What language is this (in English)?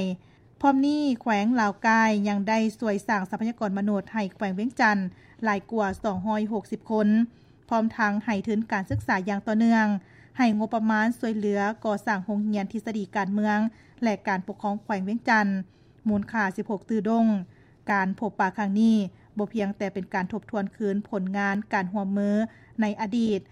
Lao